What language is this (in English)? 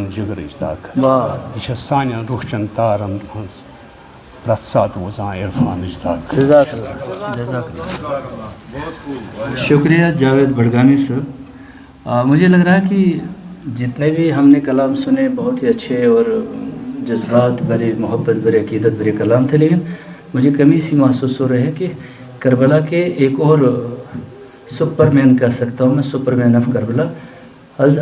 Kashmiri